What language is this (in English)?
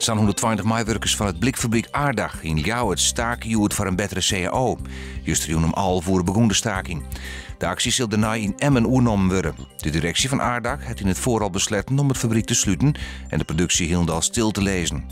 Western Frisian